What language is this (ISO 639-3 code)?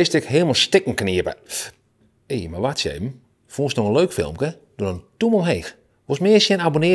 fry